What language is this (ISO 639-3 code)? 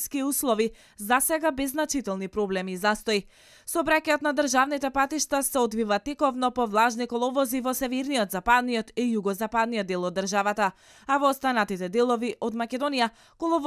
mkd